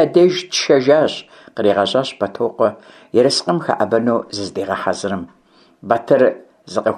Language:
Kabardian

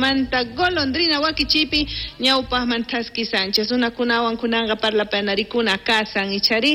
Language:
South Bolivian Quechua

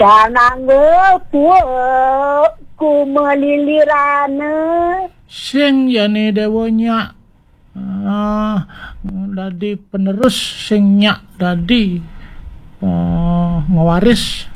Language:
Balinese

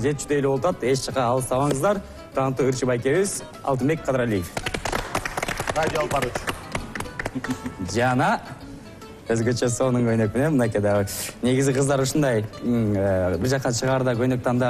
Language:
Kyrgyz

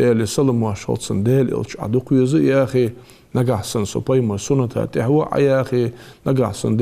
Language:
Ingush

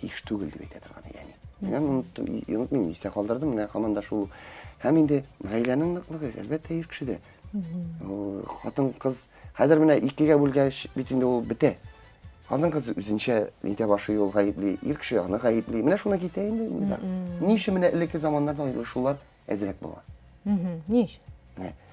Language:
Tatar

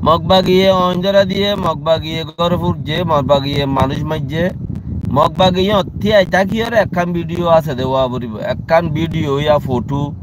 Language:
Rohingya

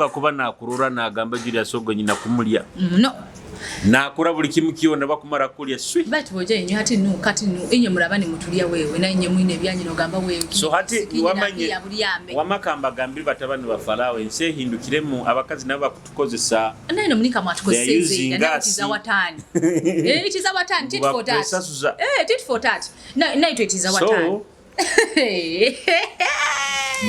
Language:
Nyoro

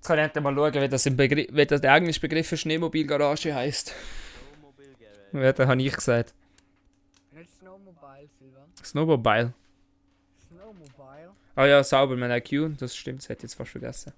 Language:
Swiss German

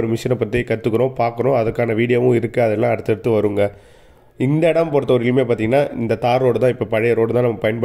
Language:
Tamil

